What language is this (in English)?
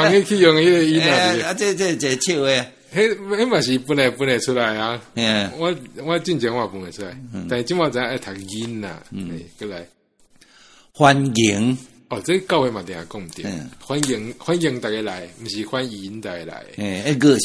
Min Nan Chinese